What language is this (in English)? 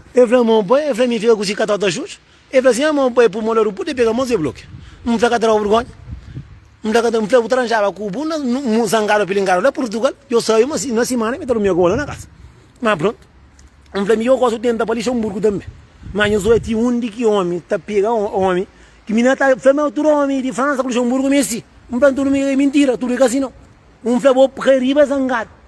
Kabuverdianu